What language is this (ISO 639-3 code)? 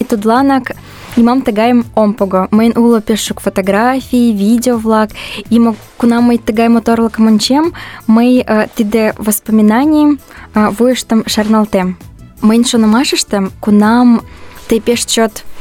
chm